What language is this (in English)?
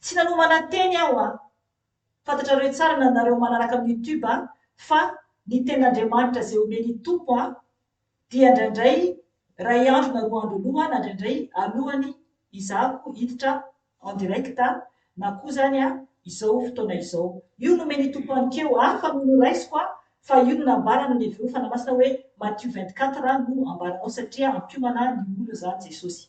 Malagasy